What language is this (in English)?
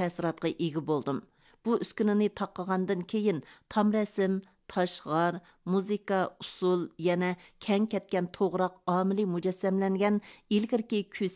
Uyghur